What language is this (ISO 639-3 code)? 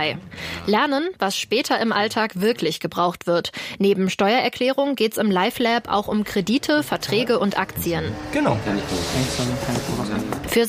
deu